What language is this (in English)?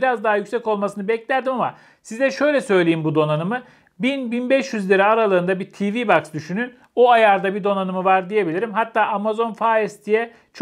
Turkish